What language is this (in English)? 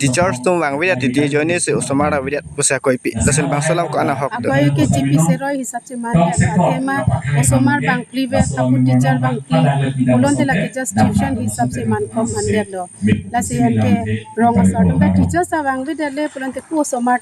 Karbi